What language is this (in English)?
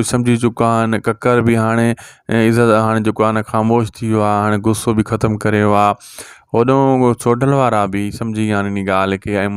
Sindhi